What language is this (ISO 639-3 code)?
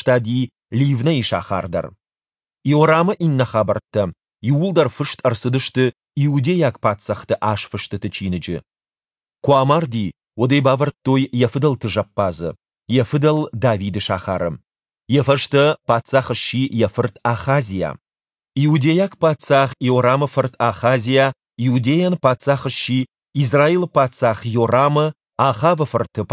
oss